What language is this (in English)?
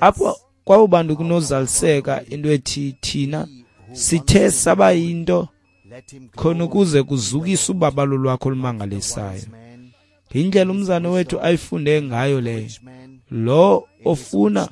Xhosa